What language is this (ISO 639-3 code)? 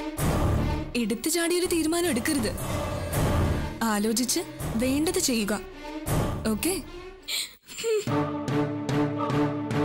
mal